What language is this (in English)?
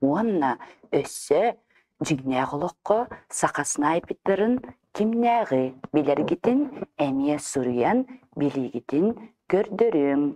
Yakut